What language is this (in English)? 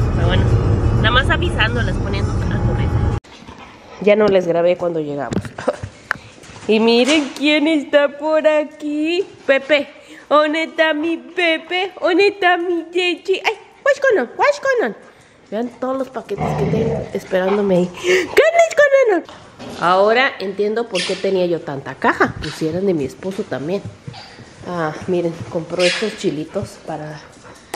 Spanish